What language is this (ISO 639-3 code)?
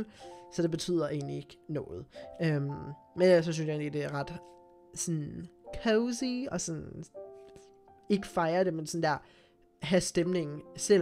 dan